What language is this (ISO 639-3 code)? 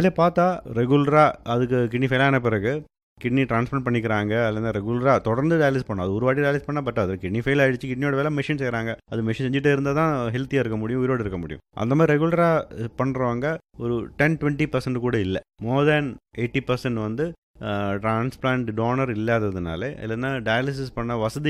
tam